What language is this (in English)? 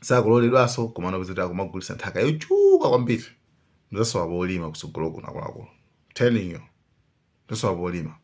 Nyanja